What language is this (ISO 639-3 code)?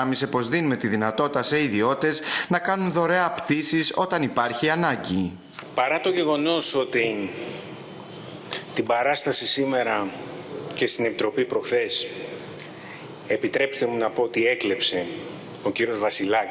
ell